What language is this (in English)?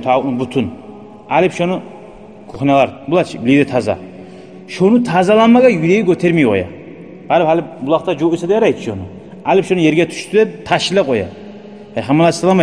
Kumyk